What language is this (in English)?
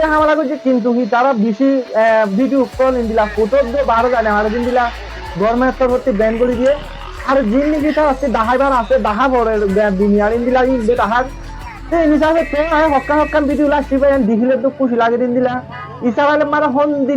Rohingya